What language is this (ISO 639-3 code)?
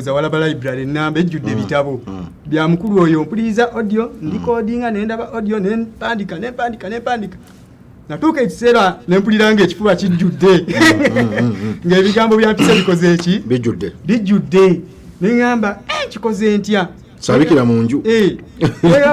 lug